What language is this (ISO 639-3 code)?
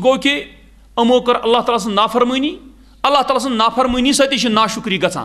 kas